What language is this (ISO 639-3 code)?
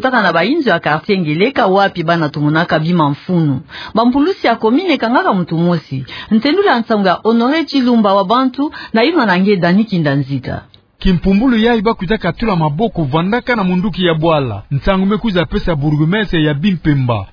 ktu